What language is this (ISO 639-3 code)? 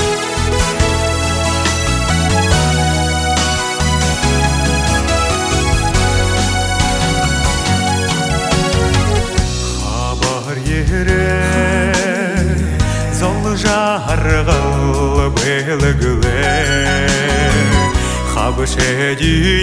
bua